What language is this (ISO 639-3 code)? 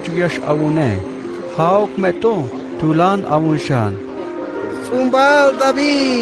tzh